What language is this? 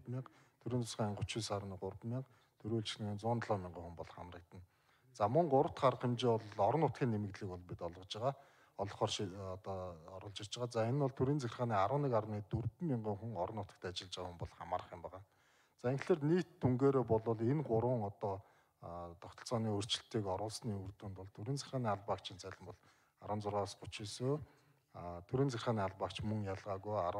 Mongolian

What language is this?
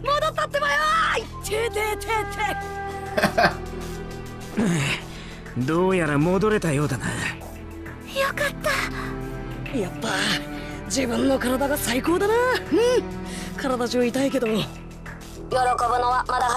Japanese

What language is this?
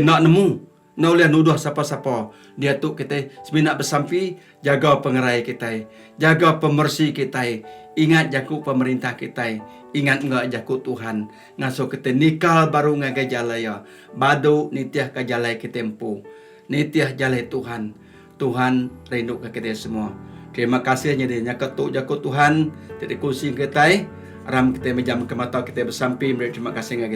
Iban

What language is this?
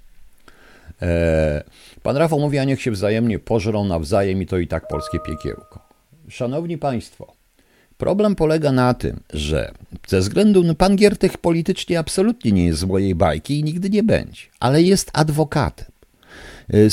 Polish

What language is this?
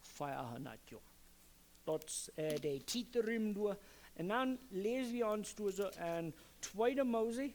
Plautdietsch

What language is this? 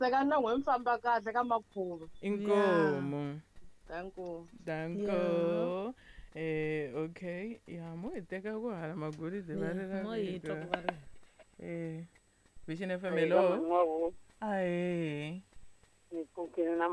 Tsonga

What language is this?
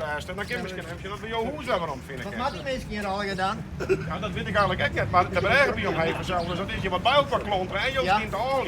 Western Frisian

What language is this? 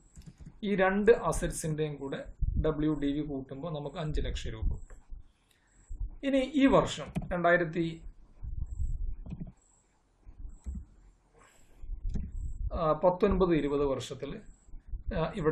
Malayalam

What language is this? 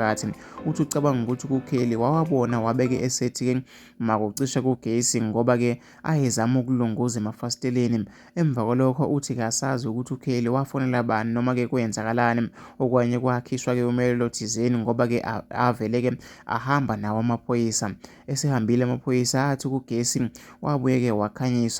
Zulu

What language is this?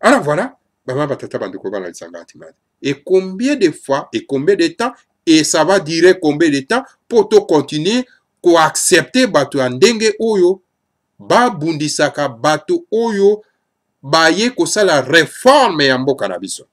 Lingala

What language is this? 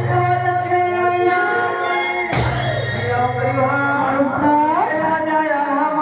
Chhattisgarhi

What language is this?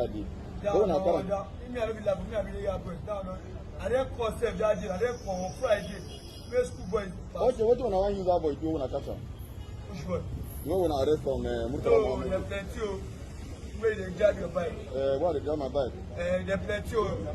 Nigerian Pidgin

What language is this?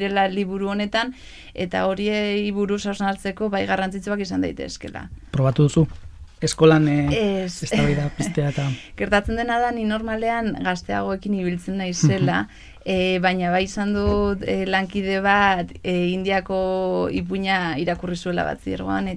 Basque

